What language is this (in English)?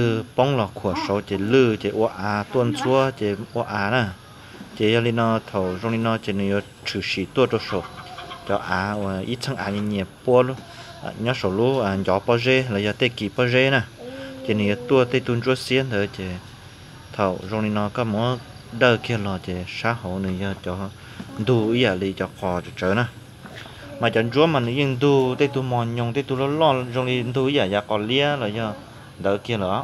Hmong